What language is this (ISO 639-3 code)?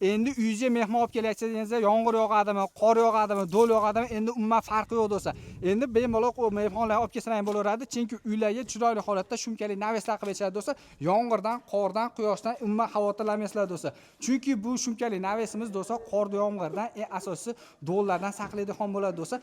uzb